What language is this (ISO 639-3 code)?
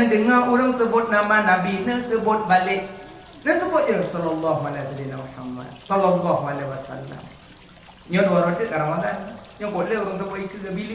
ace